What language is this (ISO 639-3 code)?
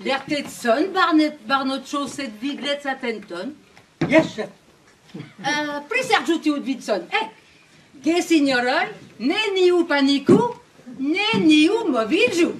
epo